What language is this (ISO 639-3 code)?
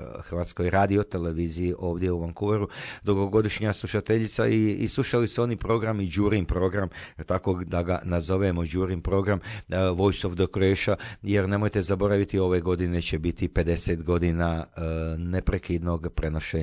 hrv